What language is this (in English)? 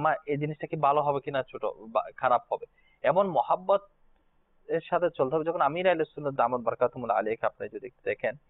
Bangla